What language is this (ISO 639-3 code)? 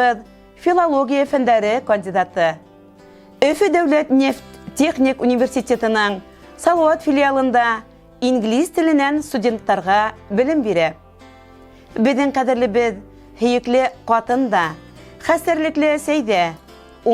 bak